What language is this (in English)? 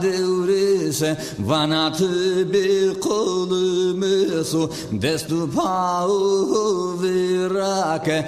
Zaza